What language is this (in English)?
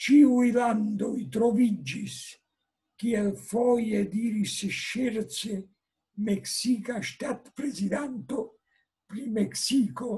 Esperanto